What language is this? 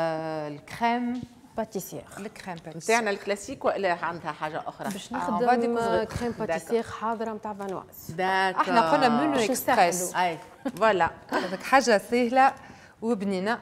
Tunisian Arabic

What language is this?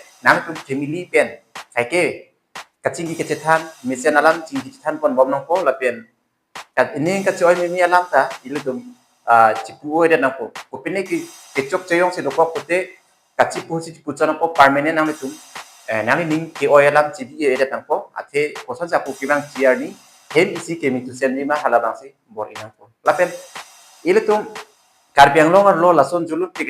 Karbi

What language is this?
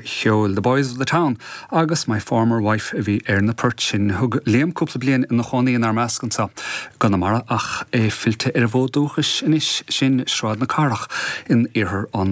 Irish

